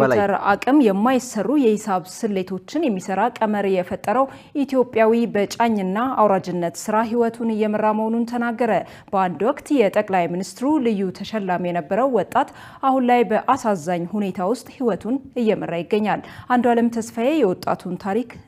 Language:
Amharic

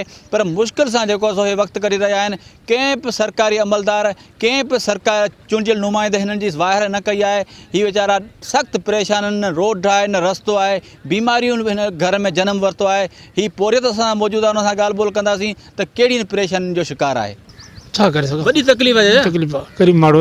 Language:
Sindhi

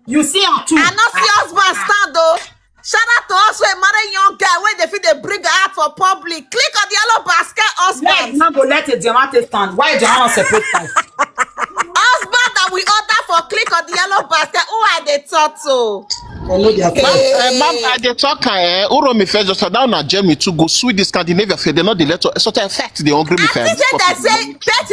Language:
Nigerian Pidgin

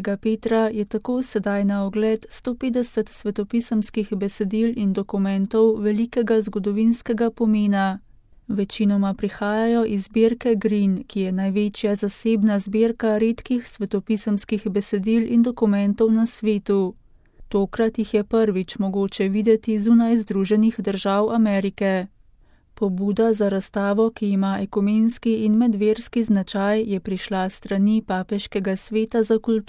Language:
Slovenian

